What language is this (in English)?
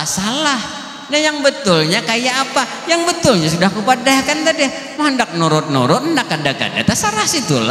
Banjar